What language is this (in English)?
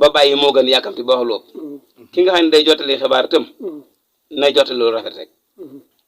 Wolof